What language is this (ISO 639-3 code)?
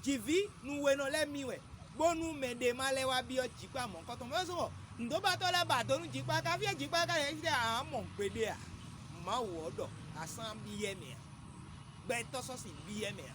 fon